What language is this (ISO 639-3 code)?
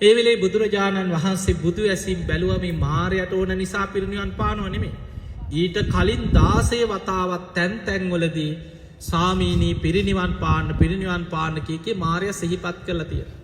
sin